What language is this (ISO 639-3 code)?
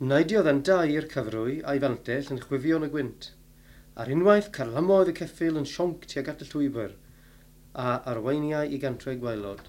cym